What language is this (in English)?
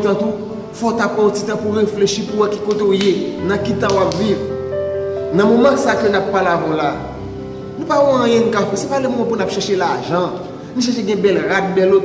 Haitian Creole